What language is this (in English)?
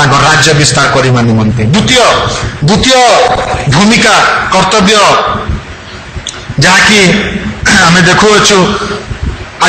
Odia